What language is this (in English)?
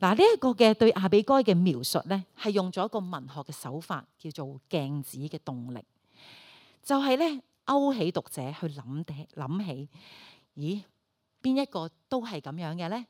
Cantonese